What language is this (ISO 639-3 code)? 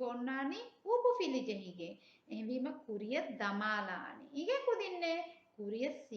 div